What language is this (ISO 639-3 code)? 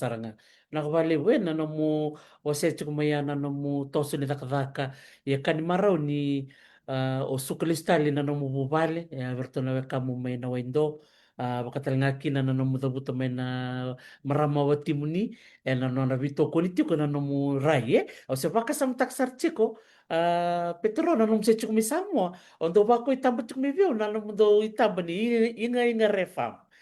fij